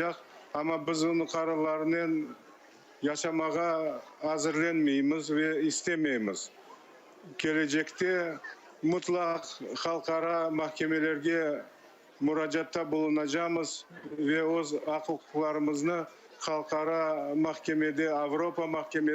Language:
Crimean Tatar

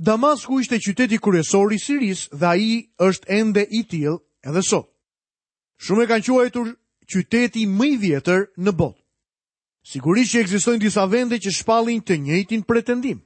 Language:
Albanian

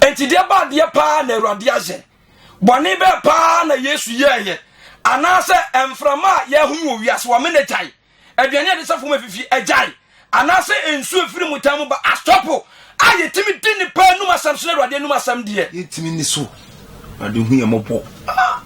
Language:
Akan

